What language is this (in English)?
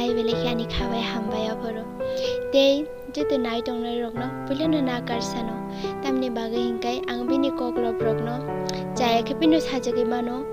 Kok Borok